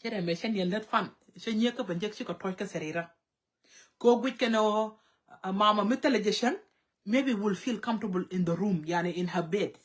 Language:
Nuer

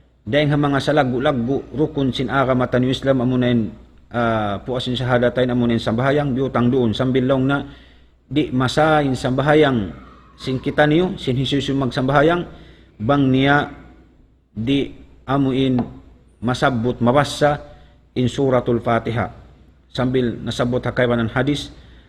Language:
Tausug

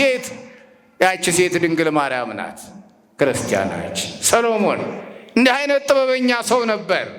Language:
Amharic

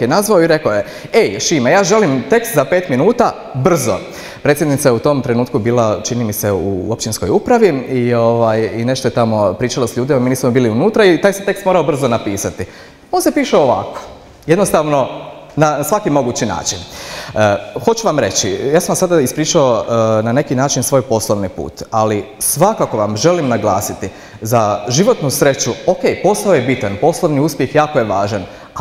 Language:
Croatian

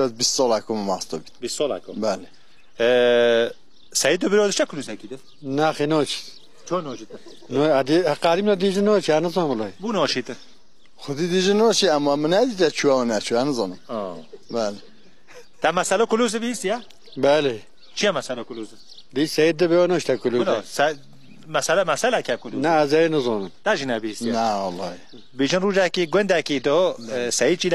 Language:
Kurdish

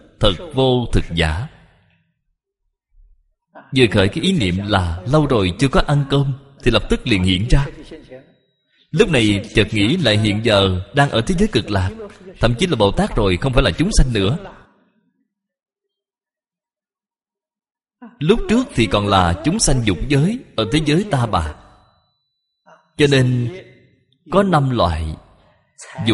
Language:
Vietnamese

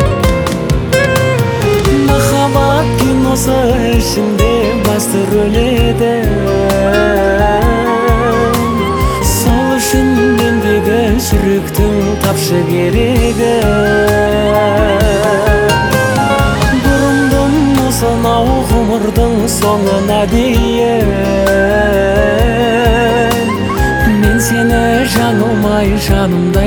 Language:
Kazakh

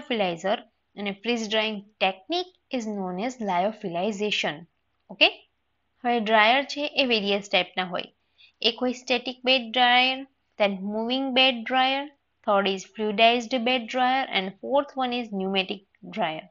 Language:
Gujarati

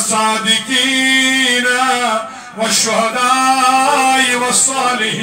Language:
Kashmiri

